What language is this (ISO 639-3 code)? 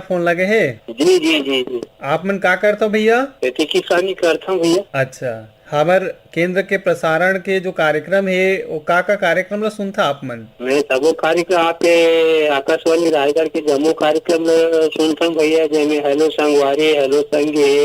hne